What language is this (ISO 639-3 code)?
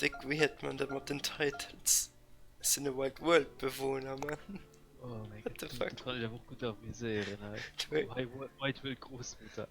ltz